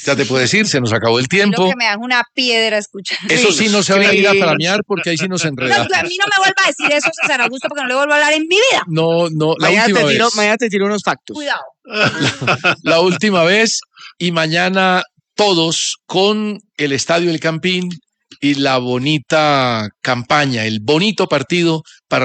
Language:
Spanish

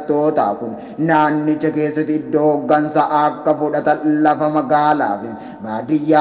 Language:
Oromo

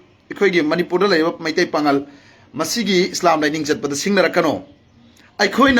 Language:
Manipuri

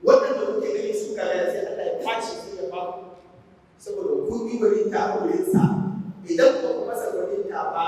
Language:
Hausa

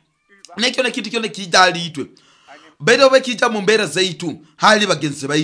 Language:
Nyoro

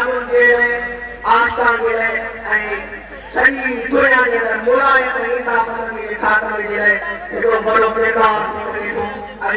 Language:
Sindhi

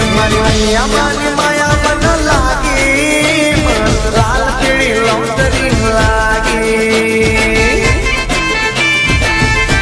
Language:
Gujarati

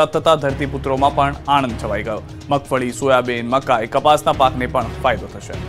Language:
Gujarati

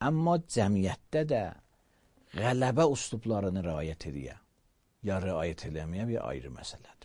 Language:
Azerbaijani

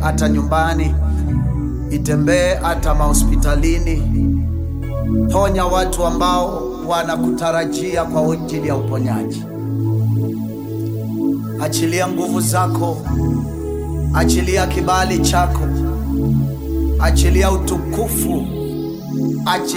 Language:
Swahili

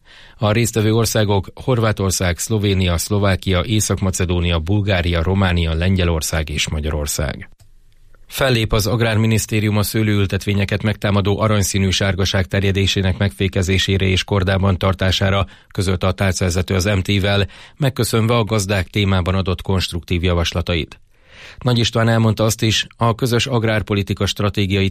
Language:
Hungarian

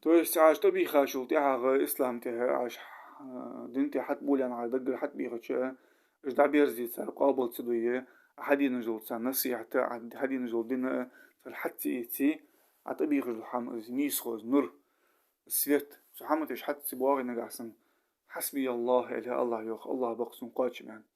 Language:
Ingush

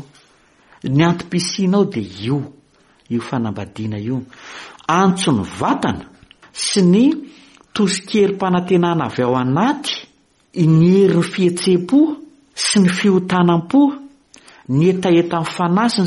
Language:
Malagasy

